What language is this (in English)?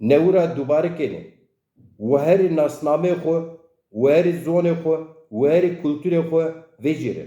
Zaza